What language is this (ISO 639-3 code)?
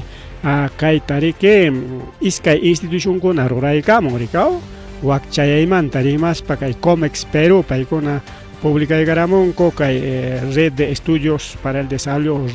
quy